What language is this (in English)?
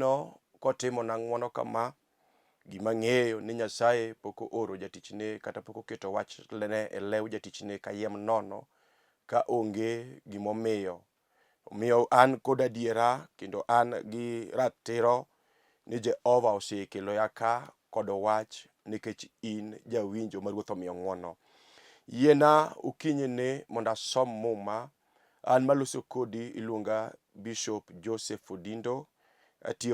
Luo (Kenya and Tanzania)